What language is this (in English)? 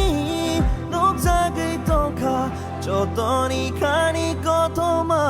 Kok Borok